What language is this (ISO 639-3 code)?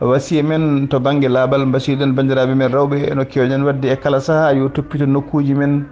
ful